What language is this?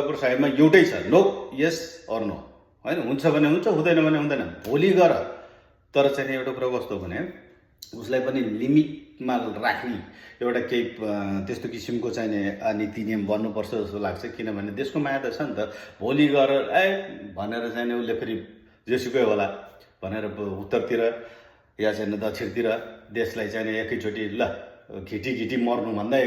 Nepali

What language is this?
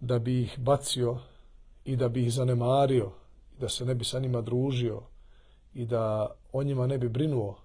Bosnian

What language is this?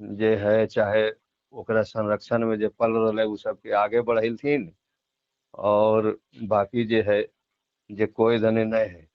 Magahi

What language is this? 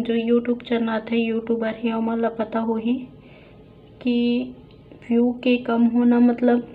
Chhattisgarhi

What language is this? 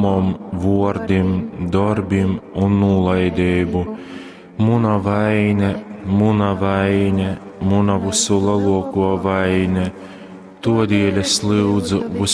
Latgalian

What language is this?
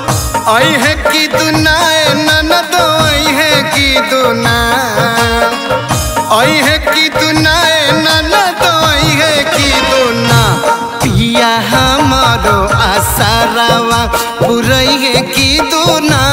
Bhojpuri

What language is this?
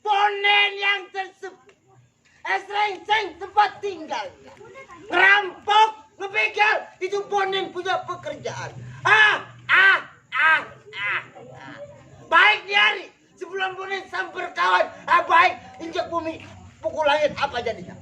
Betawi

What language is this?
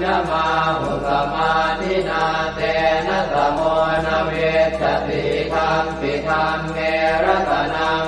Pali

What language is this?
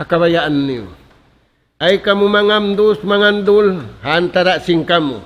Tausug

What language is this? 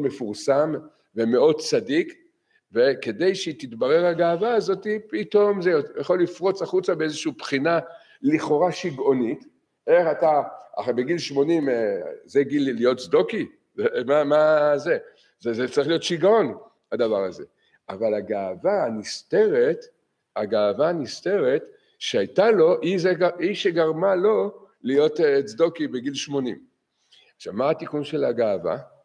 Hebrew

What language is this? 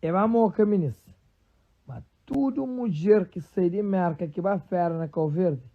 Kabuverdianu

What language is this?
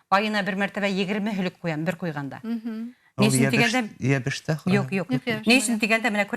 Bashkir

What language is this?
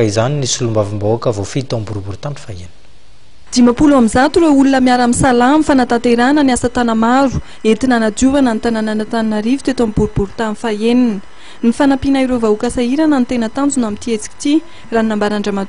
Malagasy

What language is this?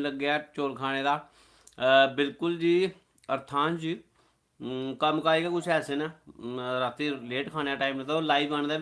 Dogri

